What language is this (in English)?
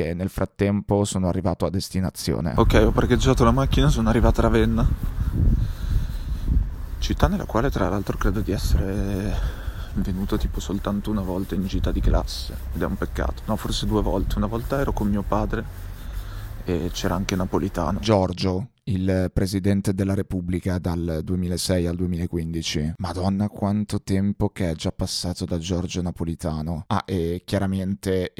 Italian